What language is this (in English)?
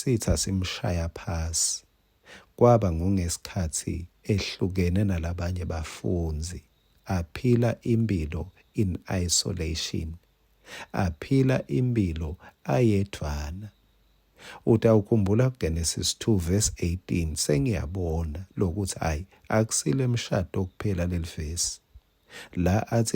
Swati